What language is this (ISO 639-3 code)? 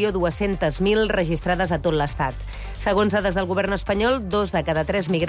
cat